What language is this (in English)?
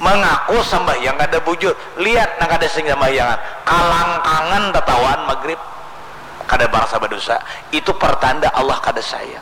Banjar